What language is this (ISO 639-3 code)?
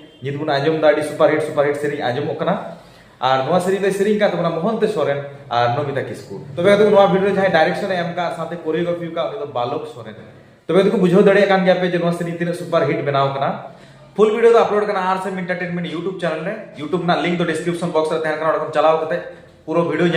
sat